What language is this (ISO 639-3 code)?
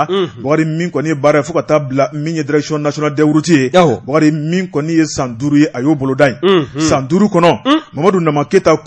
bam